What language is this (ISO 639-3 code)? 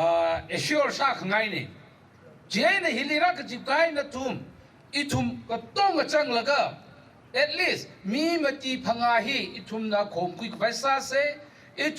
nmf